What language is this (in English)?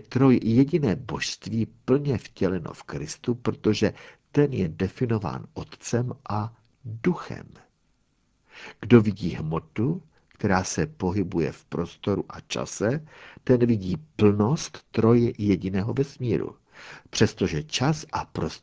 Czech